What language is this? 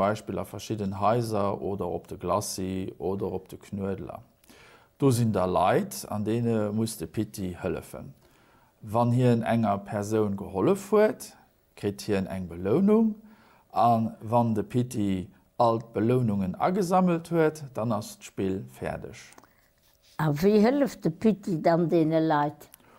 Luxembourgish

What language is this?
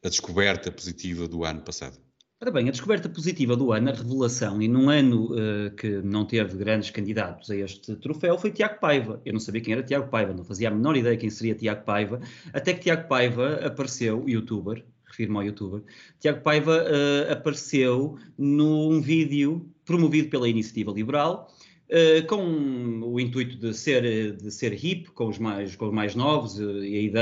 Portuguese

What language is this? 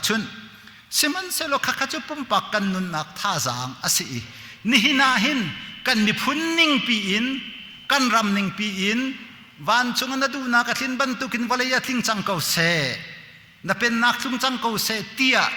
Hakha Chin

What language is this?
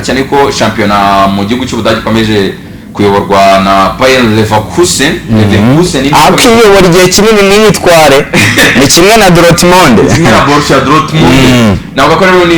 Kinyarwanda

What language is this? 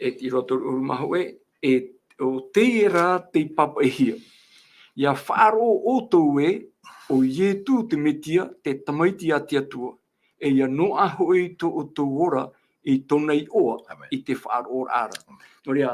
Tahitian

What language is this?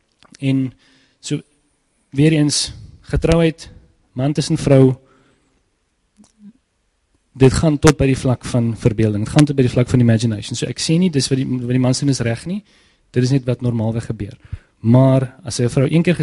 Afrikaans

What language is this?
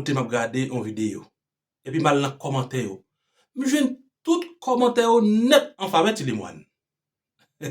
Haitian Creole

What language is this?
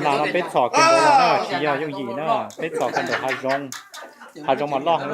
Hmong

